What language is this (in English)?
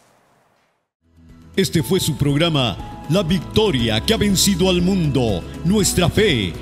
Spanish